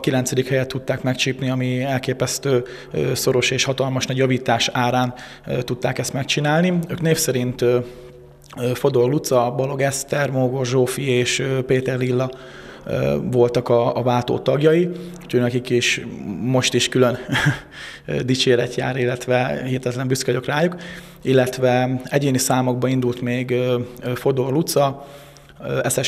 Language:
Hungarian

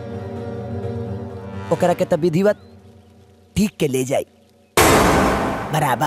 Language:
Bhojpuri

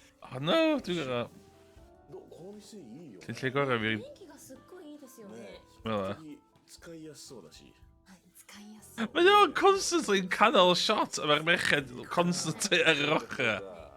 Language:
Welsh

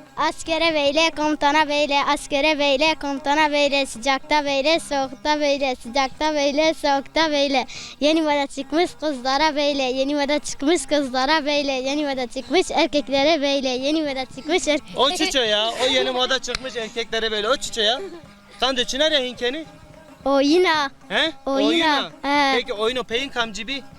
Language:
Zaza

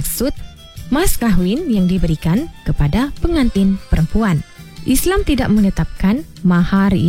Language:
Malay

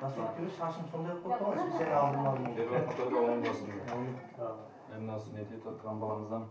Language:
Kara-Kalpak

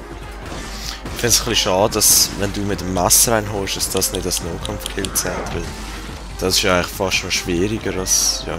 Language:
Swiss German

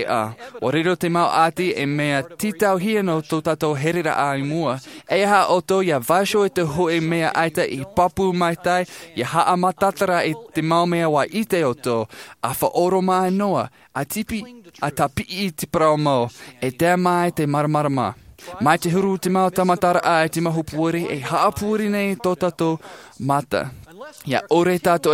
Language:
Tahitian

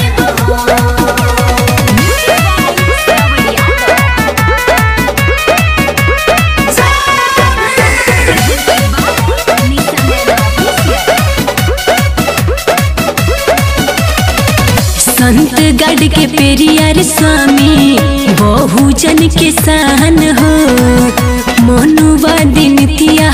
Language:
Bhojpuri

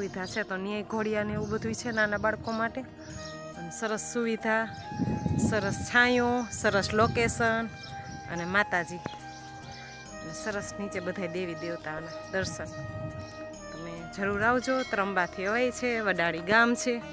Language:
Gujarati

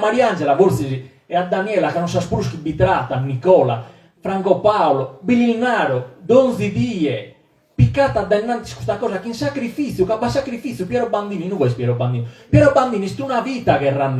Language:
Sardinian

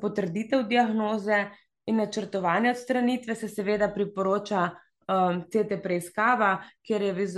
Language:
Slovenian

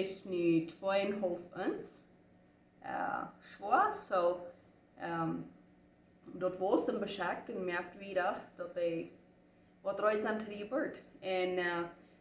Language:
Plautdietsch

